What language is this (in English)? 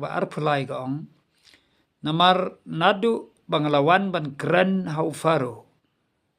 Khasi